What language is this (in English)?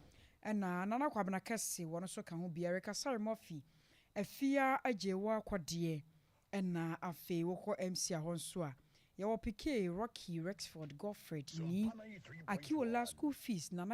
Akan